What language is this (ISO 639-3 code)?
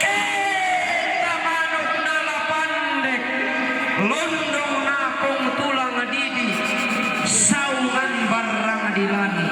sda